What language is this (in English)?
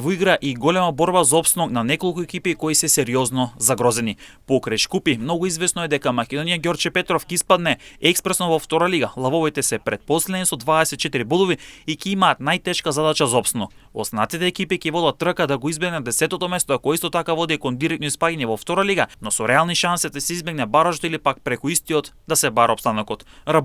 Macedonian